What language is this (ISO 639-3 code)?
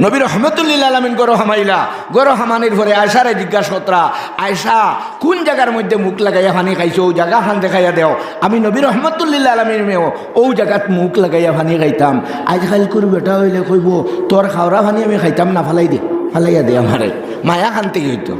syl